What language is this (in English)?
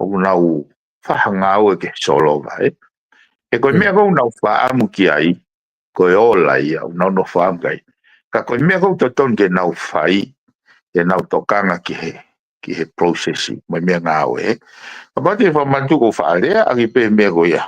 Tongan